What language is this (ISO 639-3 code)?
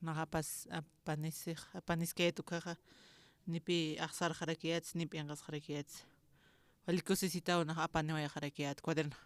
aym